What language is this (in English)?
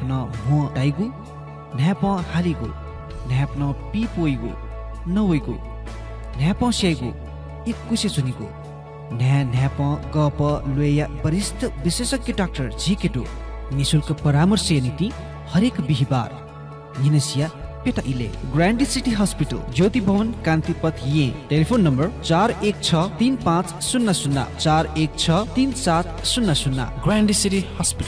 Newari